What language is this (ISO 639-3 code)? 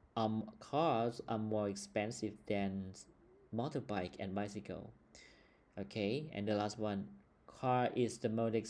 lao